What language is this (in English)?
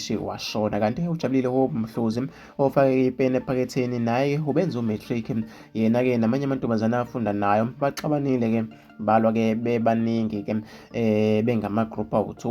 Zulu